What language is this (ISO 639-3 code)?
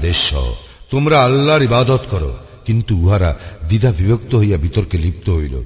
ben